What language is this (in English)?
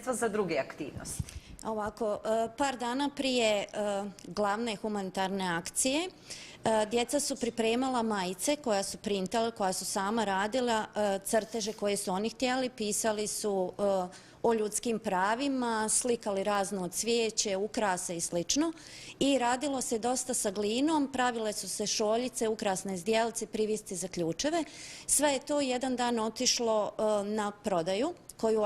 Bosnian